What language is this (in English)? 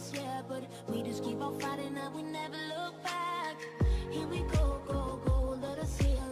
English